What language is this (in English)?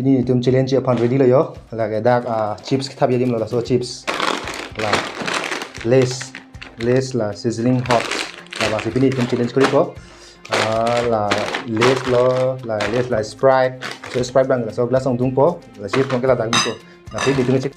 Karbi